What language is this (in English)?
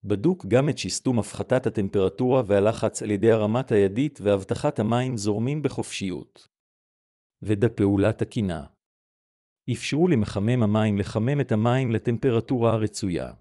Hebrew